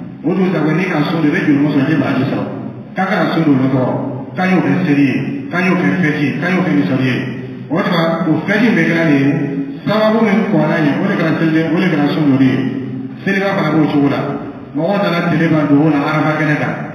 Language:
Dyula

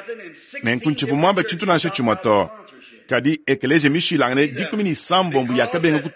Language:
Luba-Lulua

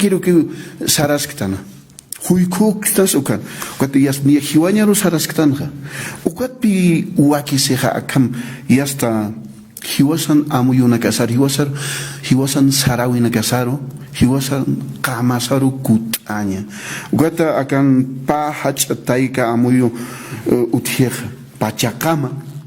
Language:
Aymara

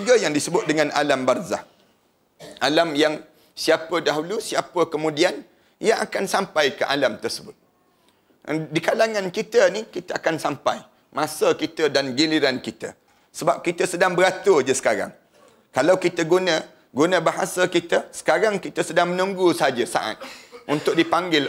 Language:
Malay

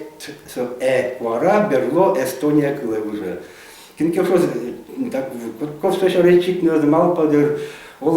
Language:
Udmurt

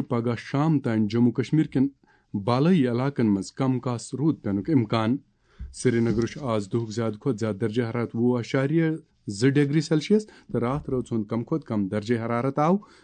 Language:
Kashmiri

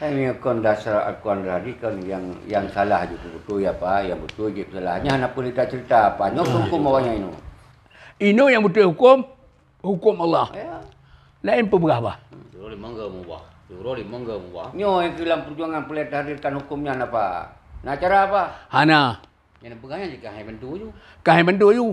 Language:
Achinese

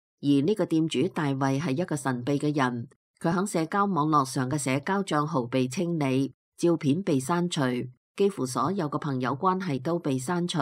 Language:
Cantonese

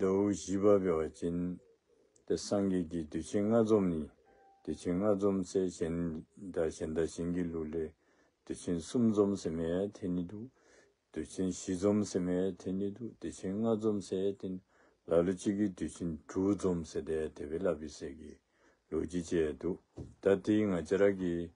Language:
Dzongkha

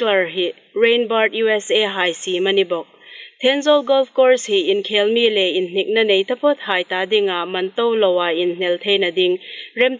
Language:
Hmar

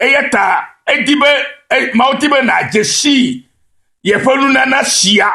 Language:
Ewe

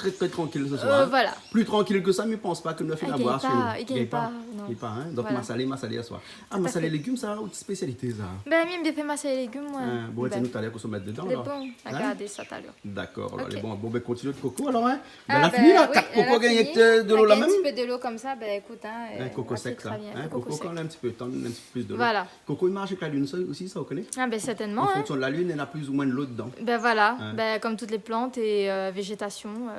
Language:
Réunion Creole French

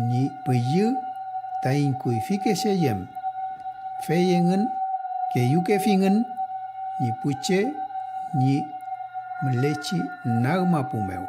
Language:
Mapuche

